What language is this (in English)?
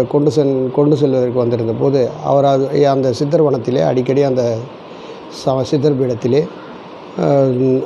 Tamil